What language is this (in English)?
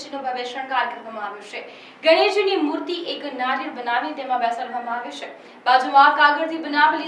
Gujarati